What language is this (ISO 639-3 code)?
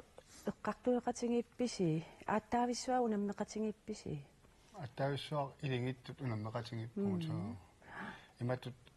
kal